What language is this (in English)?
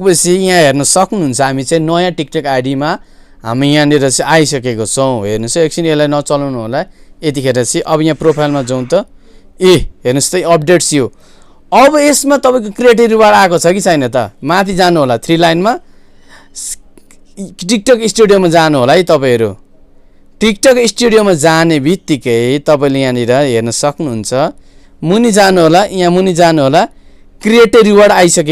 Nepali